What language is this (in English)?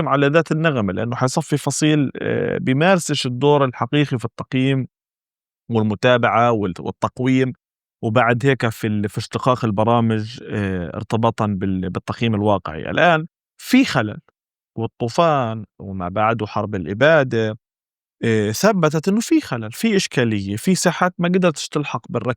North Levantine Arabic